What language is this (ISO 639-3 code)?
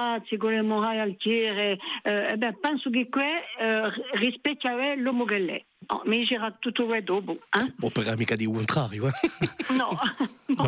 cos